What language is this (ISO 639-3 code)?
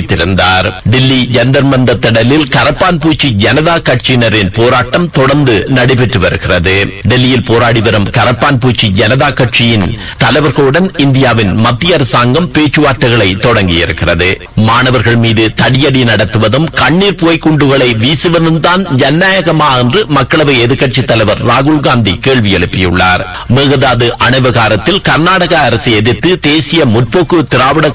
tam